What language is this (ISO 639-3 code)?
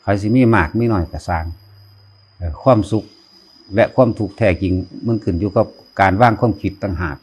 tts